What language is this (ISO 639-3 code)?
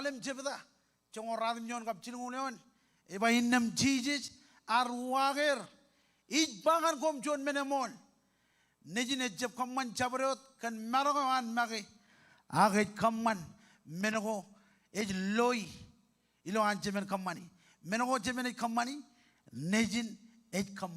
mah